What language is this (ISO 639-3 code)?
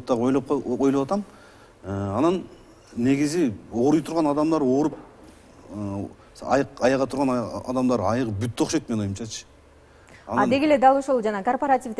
kir